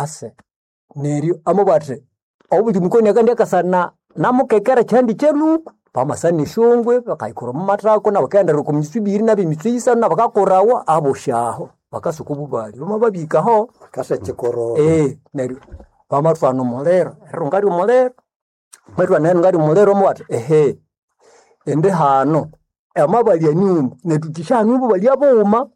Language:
Nande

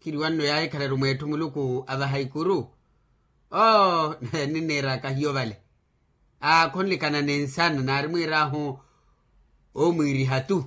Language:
Makhuwa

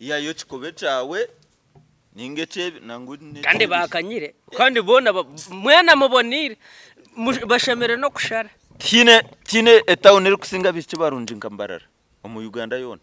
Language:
Nyankole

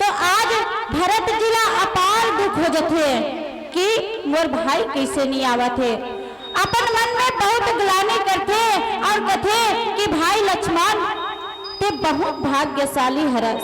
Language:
Chhattisgarhi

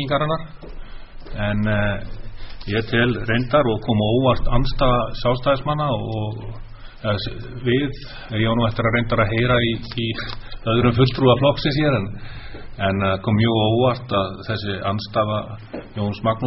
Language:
Icelandic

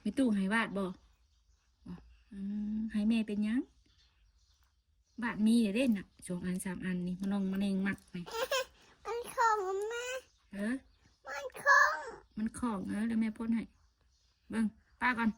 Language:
Northeastern Thai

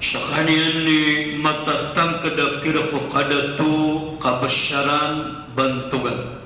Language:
Maranao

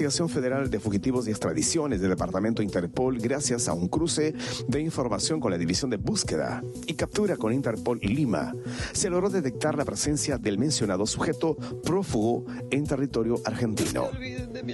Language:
Spanish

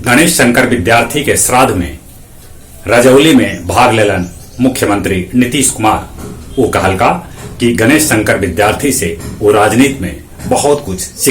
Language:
Magahi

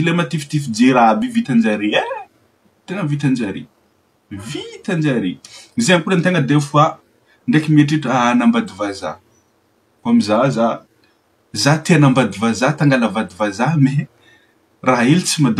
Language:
Malagasy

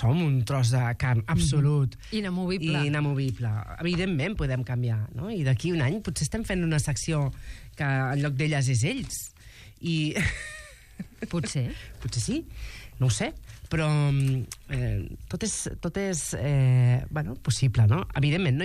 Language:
Catalan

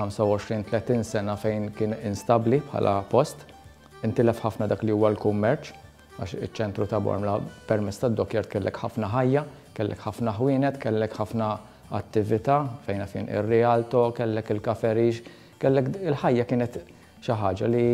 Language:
Maltese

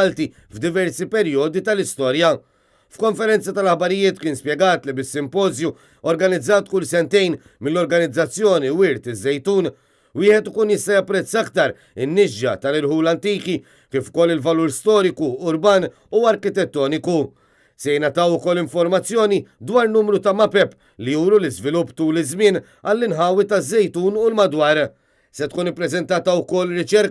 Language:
Maltese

